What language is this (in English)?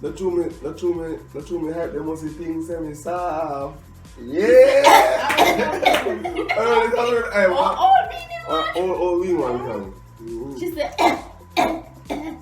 Jamaican Creole English